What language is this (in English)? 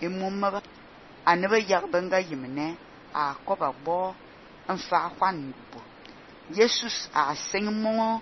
Fang